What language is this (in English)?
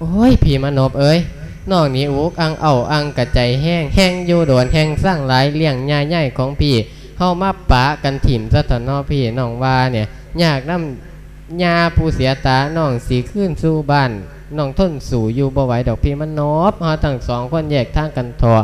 Lao